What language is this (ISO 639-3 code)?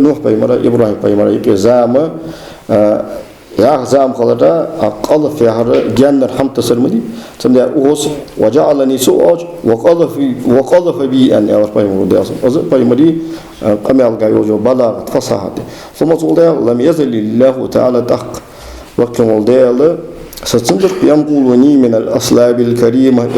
inh